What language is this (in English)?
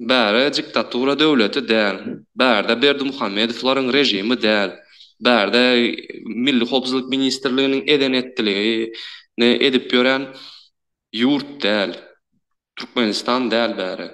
Turkmen